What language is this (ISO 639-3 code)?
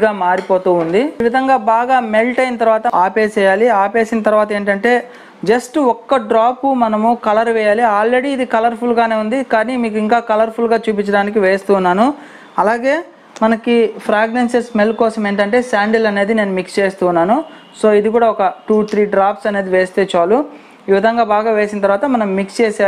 tel